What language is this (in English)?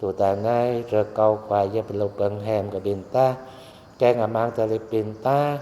Jarai